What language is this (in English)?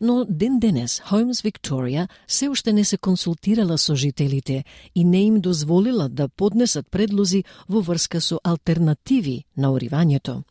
Macedonian